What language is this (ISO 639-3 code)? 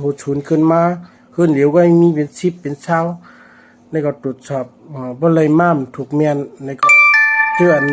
shn